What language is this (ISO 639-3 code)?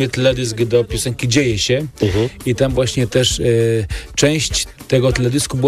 pol